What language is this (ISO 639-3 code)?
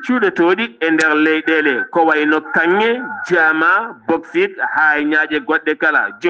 ful